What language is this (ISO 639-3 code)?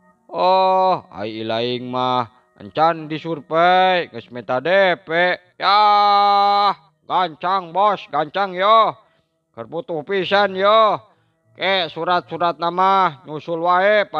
sun